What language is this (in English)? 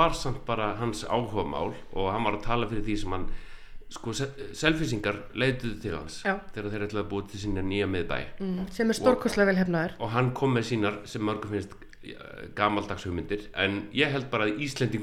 Icelandic